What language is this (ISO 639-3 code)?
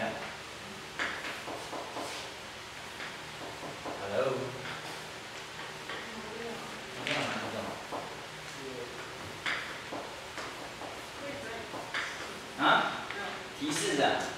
zho